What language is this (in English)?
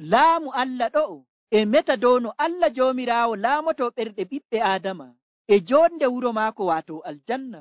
Nigerian Fulfulde